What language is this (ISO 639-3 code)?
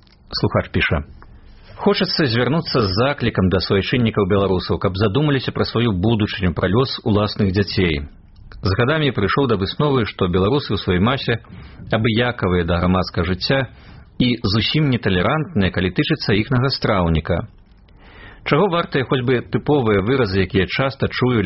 bel